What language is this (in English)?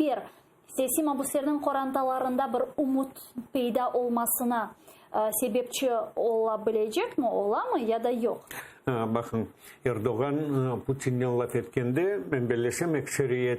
Crimean Tatar